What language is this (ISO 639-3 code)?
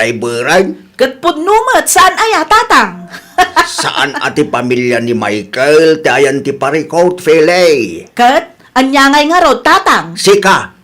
ilo